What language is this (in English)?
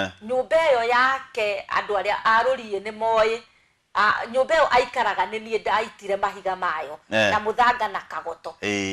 Kikuyu